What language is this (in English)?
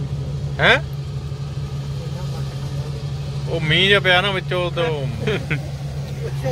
Punjabi